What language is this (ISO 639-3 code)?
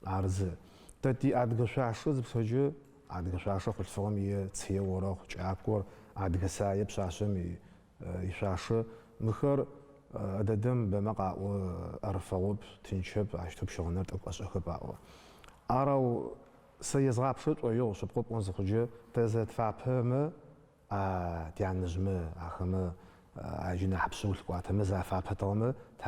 ady